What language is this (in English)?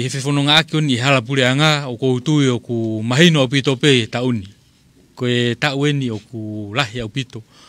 Tongan